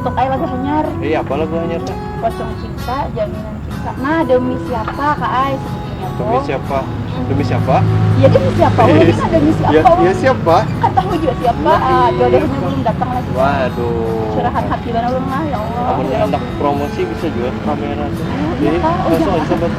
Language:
Banjar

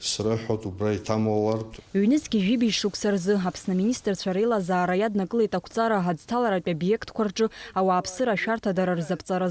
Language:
Abkhazian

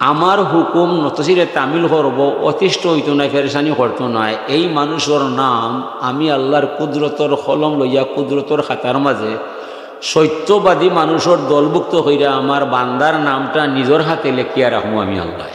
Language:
Sylheti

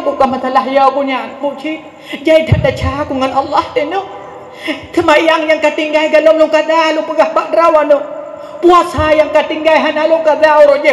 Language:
Achinese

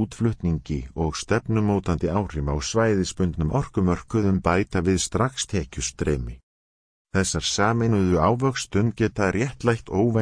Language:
Icelandic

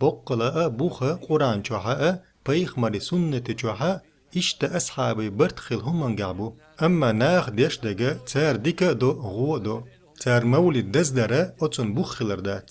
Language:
Chechen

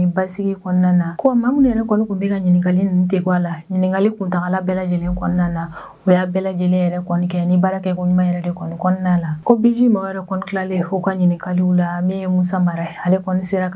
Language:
Bambara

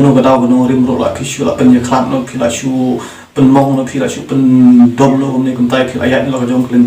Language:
Khasi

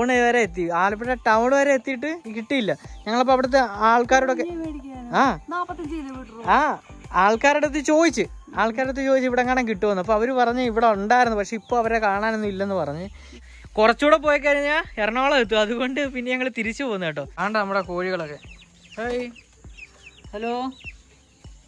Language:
Malayalam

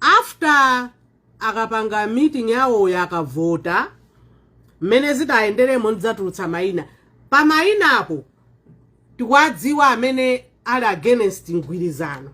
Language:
Nyanja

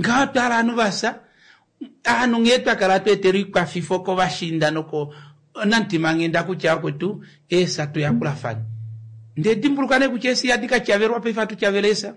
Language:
Kuanyama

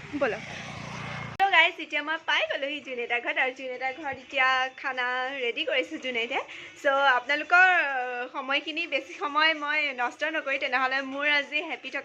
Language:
Assamese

